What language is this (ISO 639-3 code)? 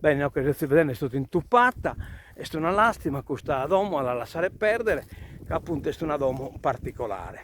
srd